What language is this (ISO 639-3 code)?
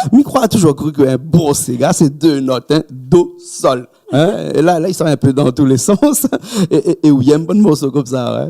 rcf